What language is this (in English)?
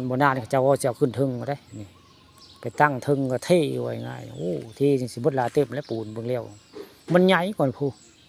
Northeastern Thai